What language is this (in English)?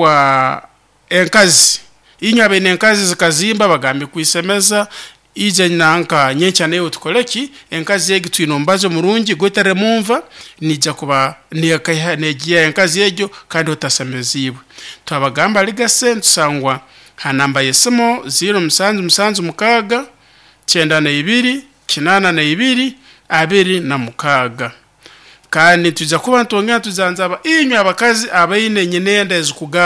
Nyoro